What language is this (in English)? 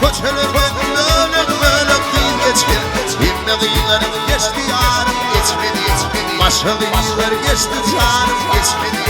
Turkmen